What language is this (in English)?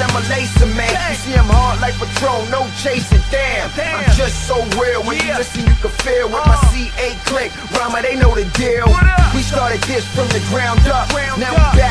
English